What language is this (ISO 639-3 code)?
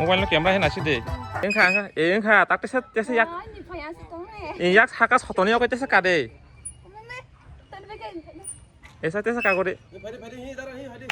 trp